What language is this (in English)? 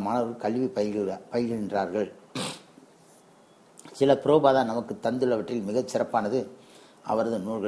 Tamil